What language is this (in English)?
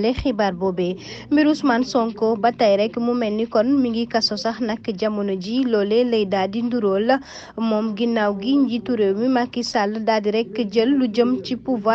Wolof